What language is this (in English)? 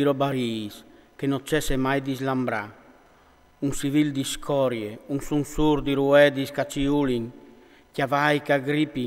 Friulian